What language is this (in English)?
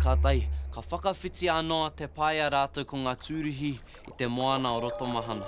Māori